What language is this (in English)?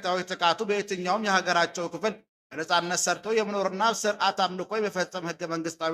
Amharic